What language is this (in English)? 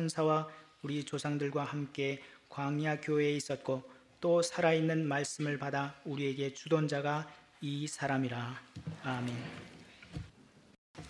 Korean